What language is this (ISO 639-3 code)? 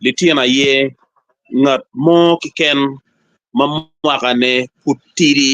ach